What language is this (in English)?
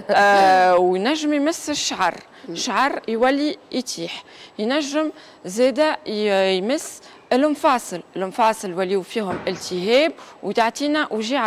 Tunisian Arabic